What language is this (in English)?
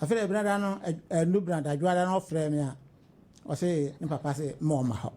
Akan